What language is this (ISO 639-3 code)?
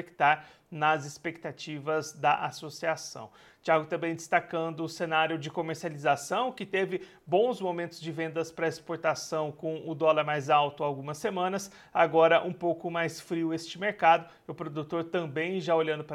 por